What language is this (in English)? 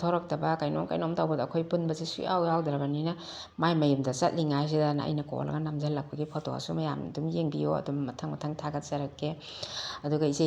Manipuri